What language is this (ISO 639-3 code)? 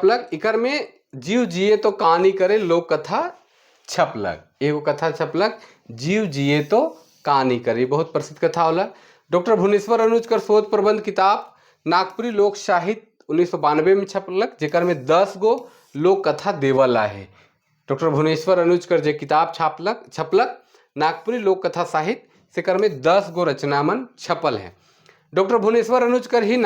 sck